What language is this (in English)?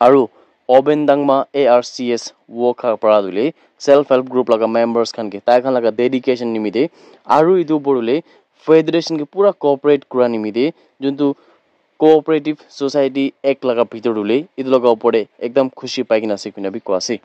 Naga Pidgin